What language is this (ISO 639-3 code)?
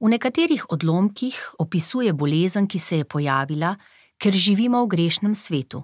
slv